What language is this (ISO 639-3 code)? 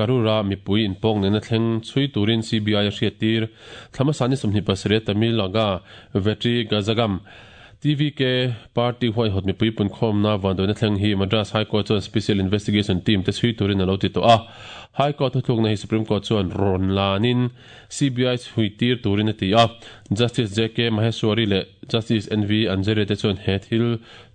lus